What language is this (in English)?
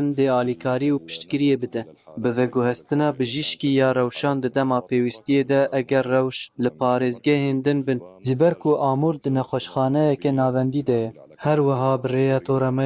Kurdish